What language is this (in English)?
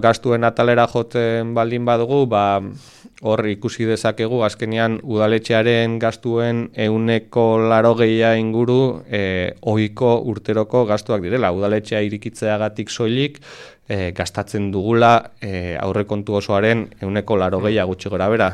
Basque